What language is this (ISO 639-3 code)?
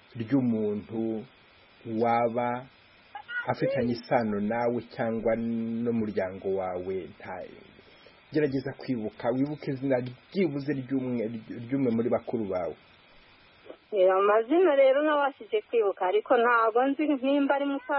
kin